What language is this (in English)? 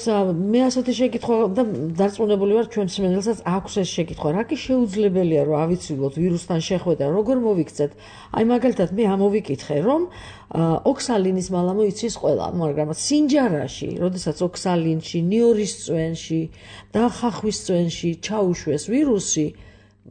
Georgian